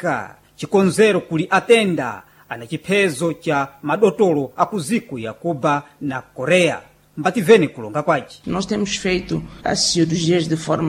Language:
Sena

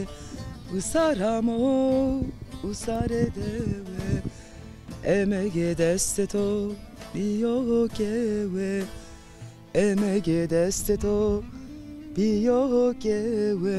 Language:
Zaza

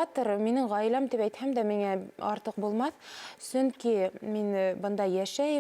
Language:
Bashkir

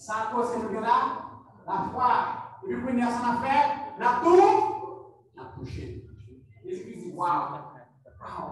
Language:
Haitian Creole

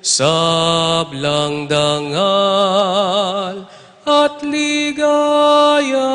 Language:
Pampanga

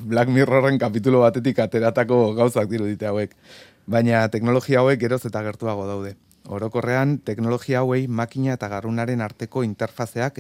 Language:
Basque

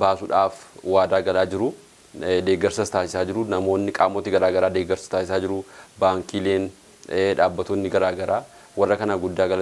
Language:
Oromo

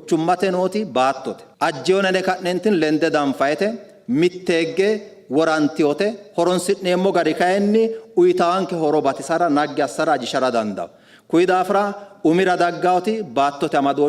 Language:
Sidamo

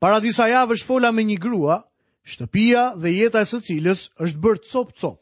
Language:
Albanian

